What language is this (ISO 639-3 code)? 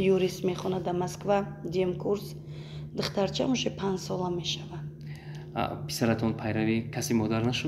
tgk